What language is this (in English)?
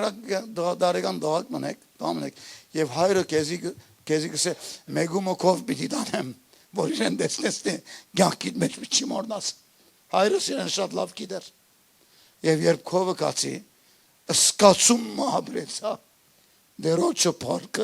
Western Armenian